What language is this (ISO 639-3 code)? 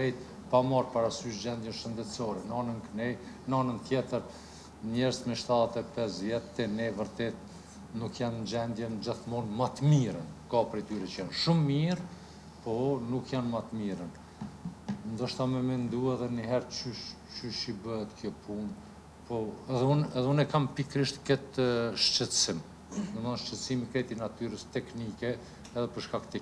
sqi